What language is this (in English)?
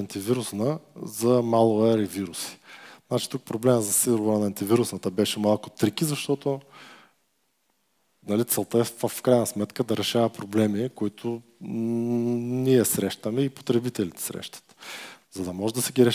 Bulgarian